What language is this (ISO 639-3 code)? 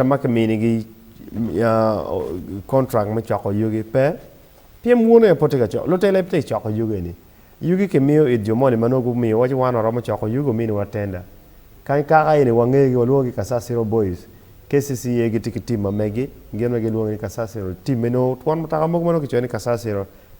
ach